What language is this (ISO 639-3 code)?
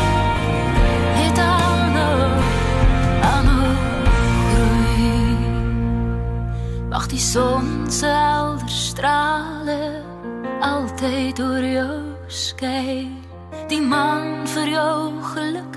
afr